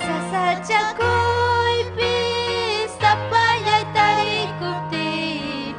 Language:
Ayacucho Quechua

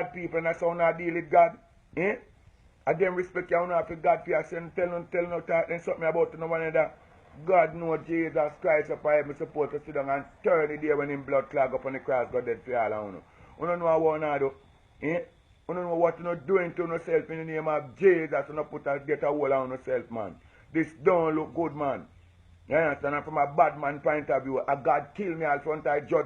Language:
Jamaican Creole English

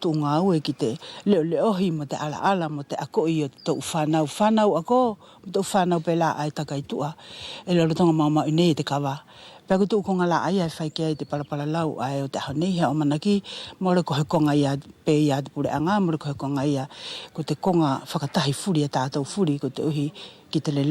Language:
Wallisian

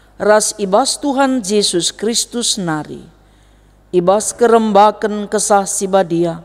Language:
Batak Karo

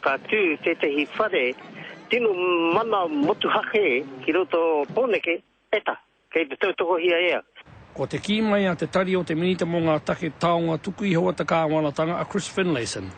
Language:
Māori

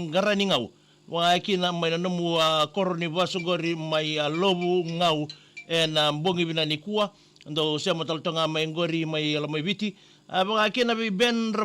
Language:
Fijian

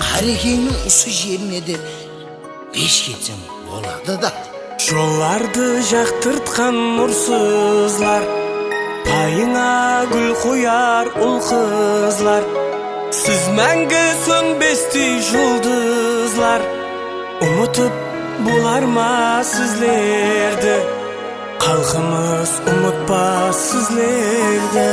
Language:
Kara-Kalpak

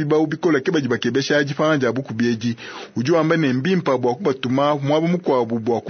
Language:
Luba-Lulua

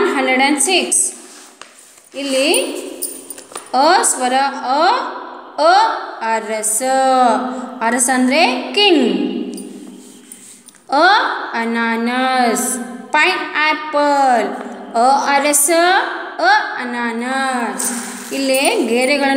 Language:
Kannada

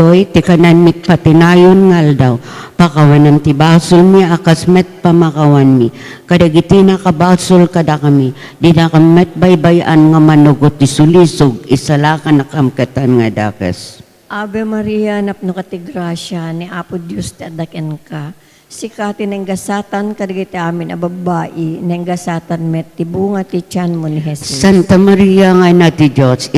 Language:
Iloko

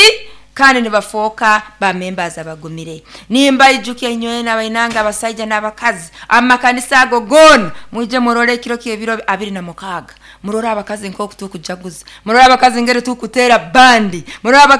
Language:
Nyoro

